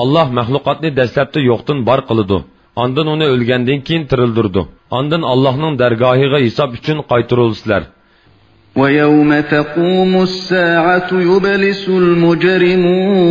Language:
Uyghur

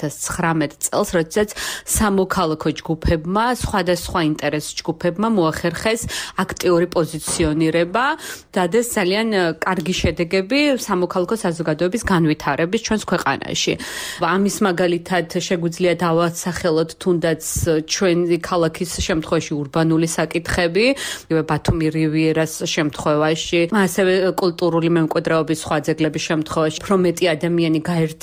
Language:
Georgian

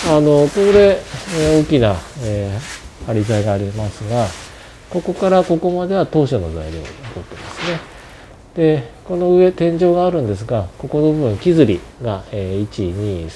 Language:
Japanese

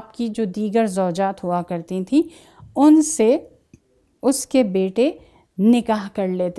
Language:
Urdu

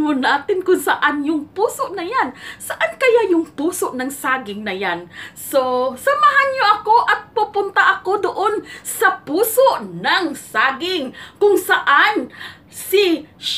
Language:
Filipino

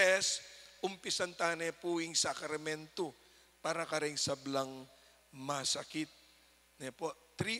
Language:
Pampanga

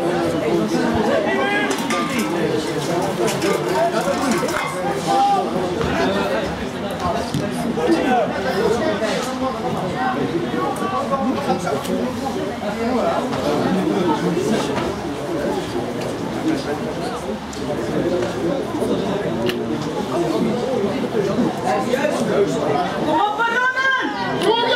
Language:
Dutch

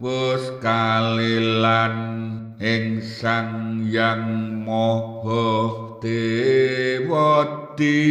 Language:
Javanese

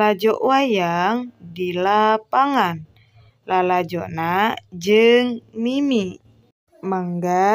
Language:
Sundanese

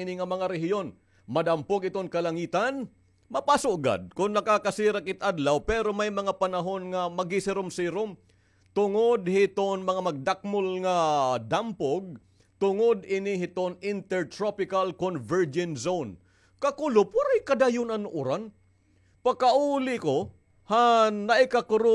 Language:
Waray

